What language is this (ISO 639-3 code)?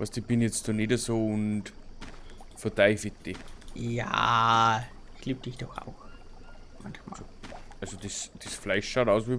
bar